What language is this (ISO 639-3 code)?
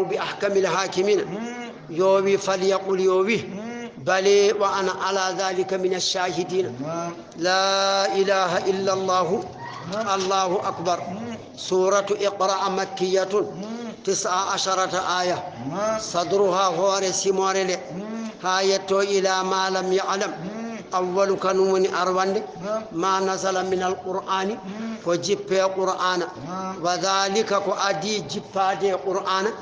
ful